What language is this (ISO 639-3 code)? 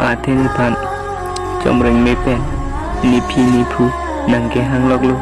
mjw